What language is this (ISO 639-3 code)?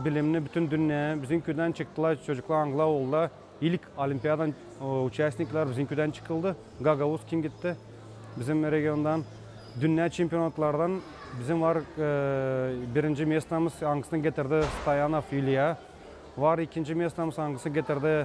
gag